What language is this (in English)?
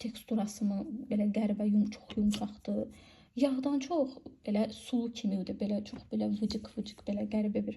Azerbaijani